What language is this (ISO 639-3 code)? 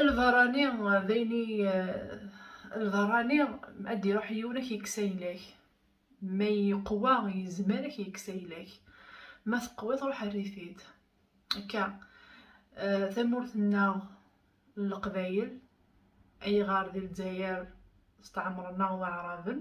kab